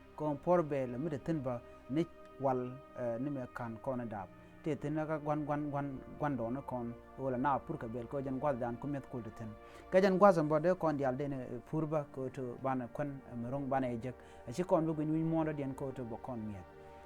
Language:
Nuer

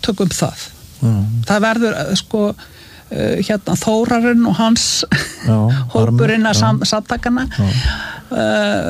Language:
Icelandic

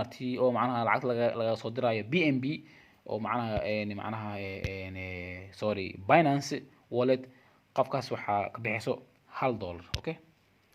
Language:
Somali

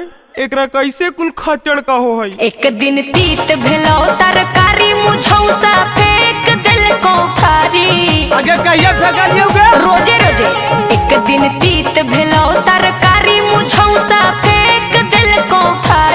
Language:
Magahi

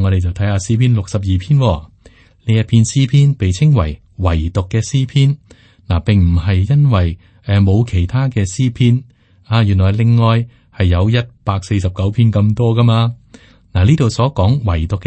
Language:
Cantonese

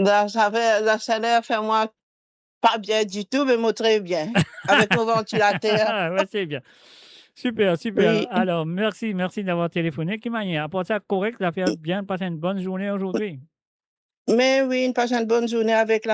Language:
Morisyen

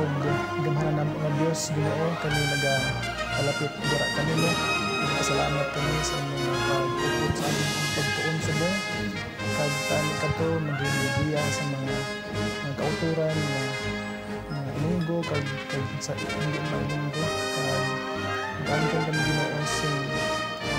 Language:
Hiligaynon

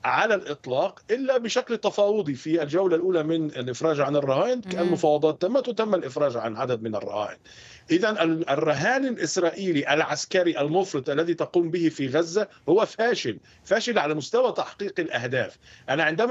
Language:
Arabic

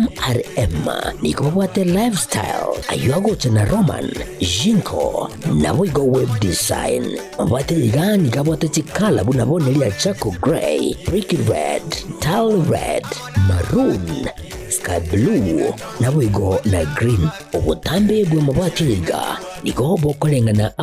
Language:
Gusii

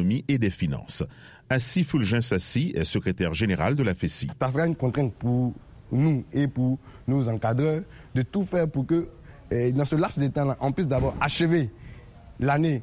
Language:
French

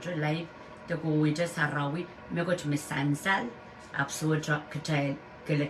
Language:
Pohnpeian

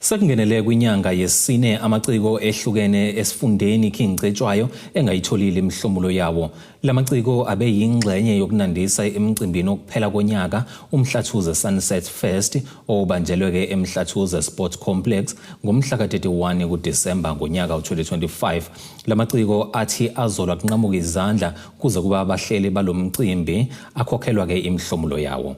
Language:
Zulu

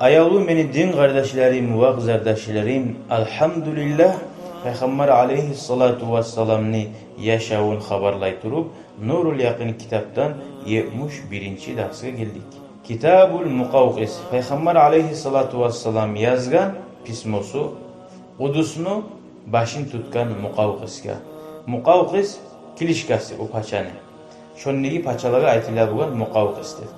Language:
Kumyk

